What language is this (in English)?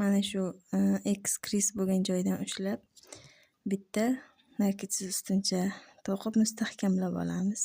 Uzbek